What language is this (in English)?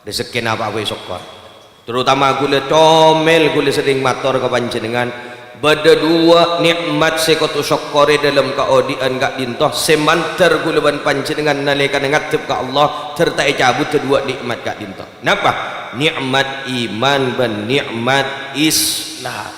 Madurese